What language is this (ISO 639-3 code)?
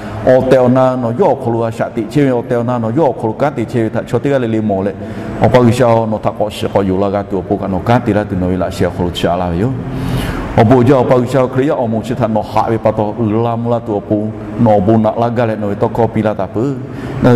lhu